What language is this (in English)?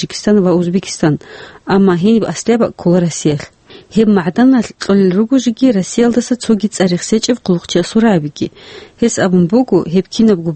Avaric